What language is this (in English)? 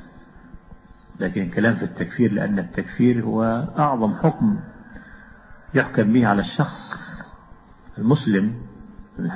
Arabic